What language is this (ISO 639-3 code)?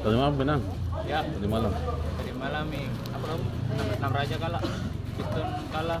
abs